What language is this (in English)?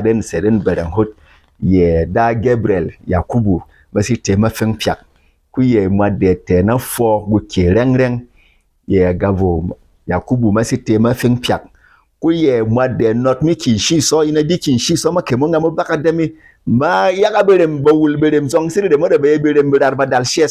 Berom